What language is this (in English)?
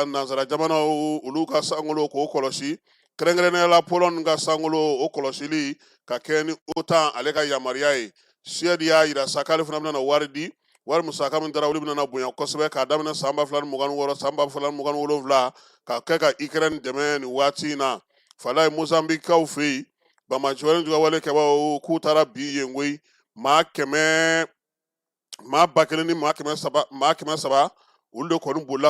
Bambara